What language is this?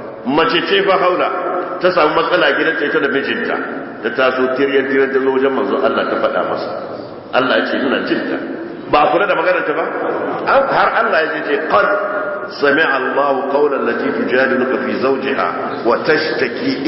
Hausa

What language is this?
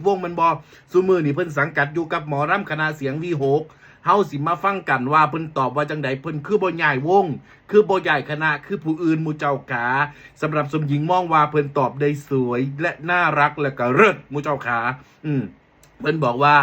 Northeastern Thai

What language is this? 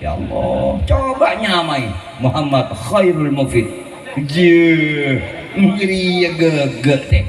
Madurese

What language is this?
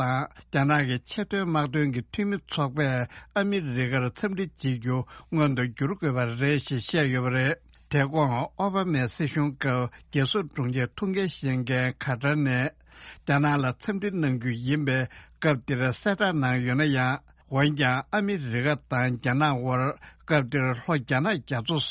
Tibetan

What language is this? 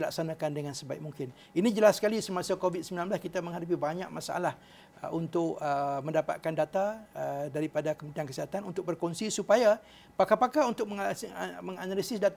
Malay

